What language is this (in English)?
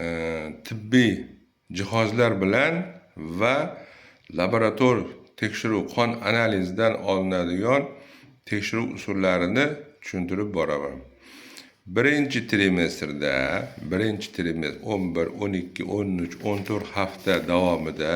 Uzbek